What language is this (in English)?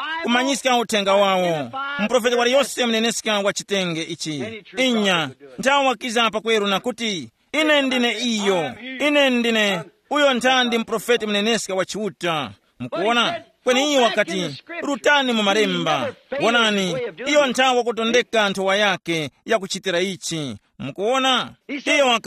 Tumbuka